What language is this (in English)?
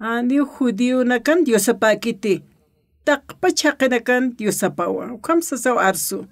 Aymara